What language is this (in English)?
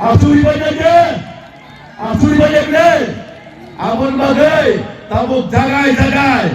Kok Borok